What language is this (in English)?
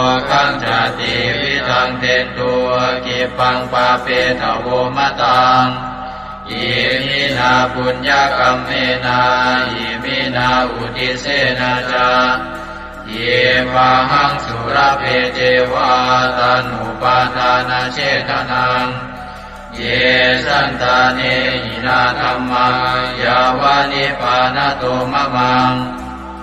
Pali